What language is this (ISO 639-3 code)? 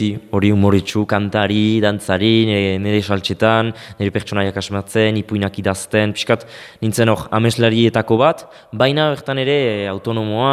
eus